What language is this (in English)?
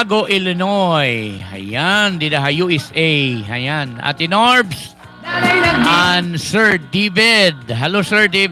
Waray